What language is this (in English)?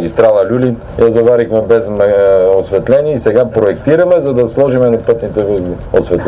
Bulgarian